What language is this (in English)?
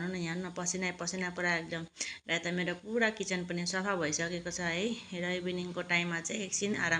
Nepali